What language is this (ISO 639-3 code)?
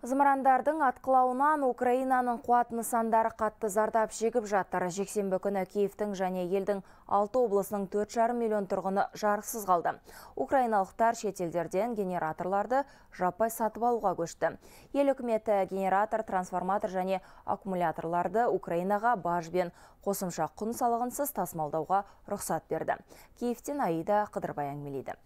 kaz